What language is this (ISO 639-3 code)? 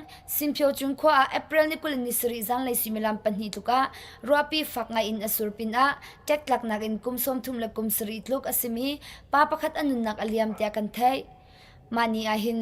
cnh